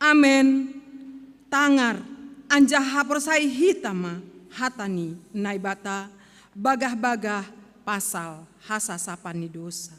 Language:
Batak Simalungun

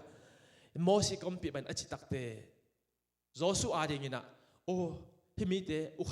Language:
Tedim Chin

